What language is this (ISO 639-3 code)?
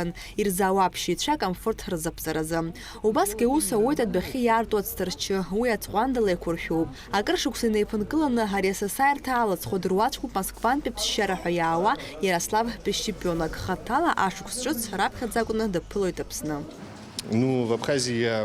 abk